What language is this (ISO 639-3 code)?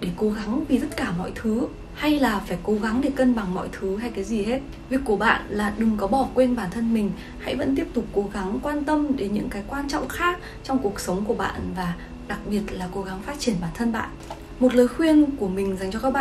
vie